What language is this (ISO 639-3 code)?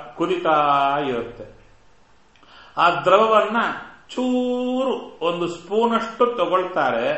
kan